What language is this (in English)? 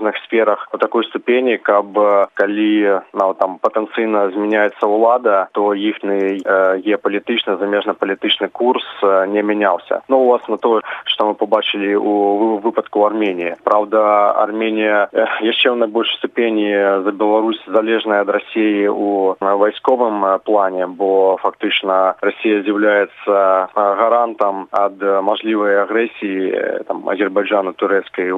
Belarusian